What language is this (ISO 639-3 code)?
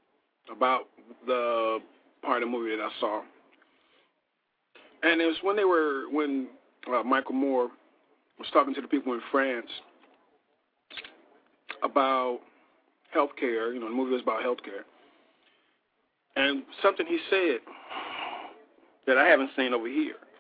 eng